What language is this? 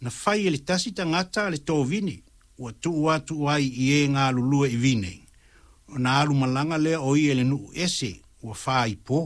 Samoan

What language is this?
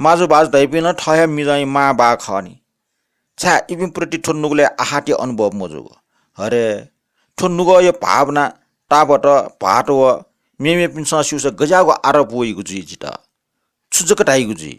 Newari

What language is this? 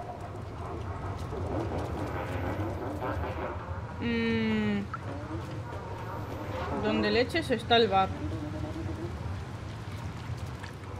Spanish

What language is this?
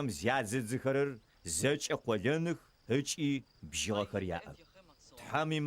Adyghe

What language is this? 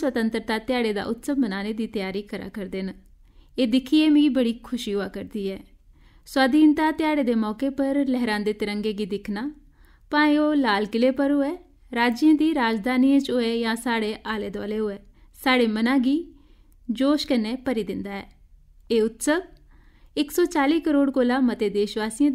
Dogri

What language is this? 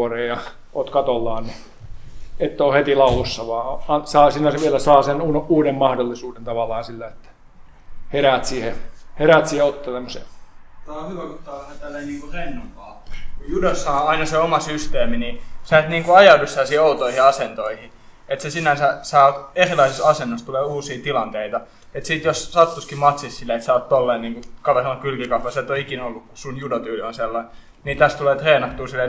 Finnish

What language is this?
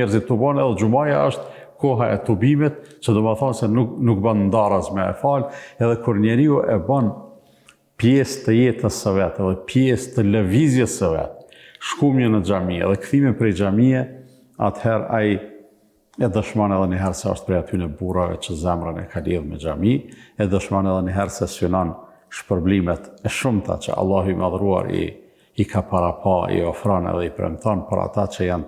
Albanian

